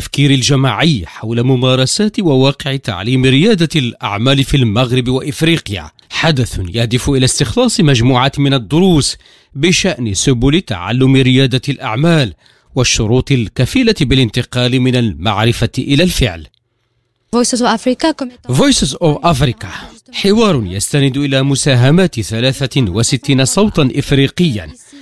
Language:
Arabic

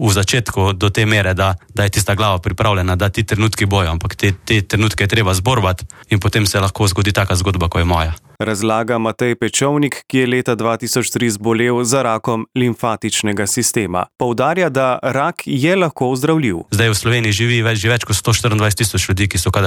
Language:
Slovenian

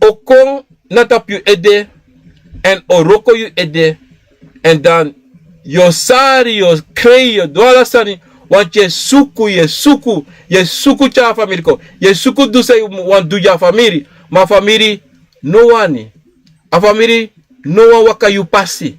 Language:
Sranan Tongo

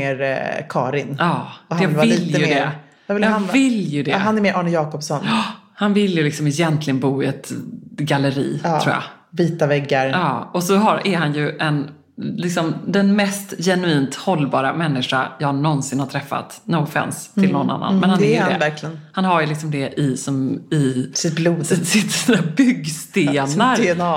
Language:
Swedish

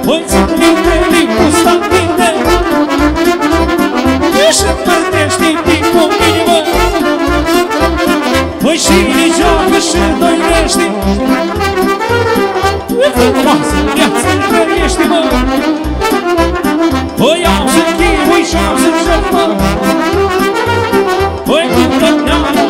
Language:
Romanian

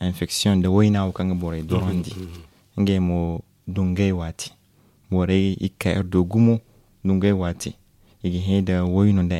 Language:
Zarma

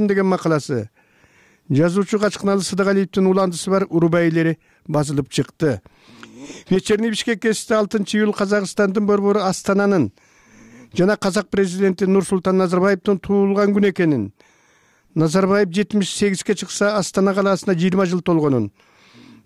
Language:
Kyrgyz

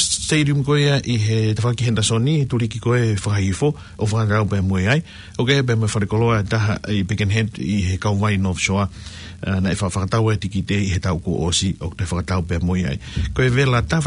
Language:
Tongan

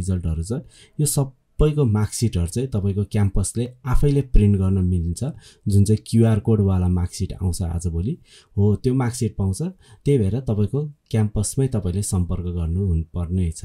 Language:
Nepali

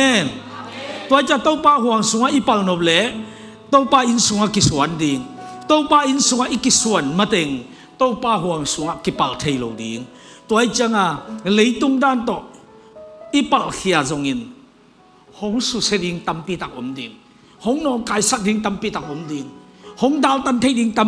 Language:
Tedim Chin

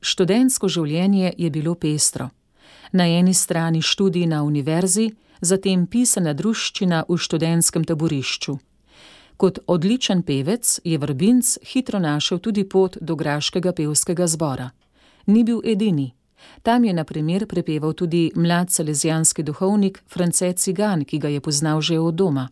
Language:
Slovenian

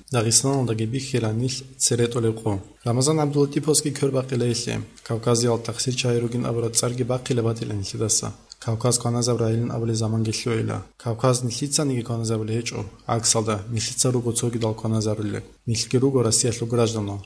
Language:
Avaric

